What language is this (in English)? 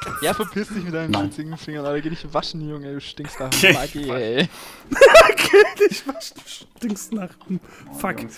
German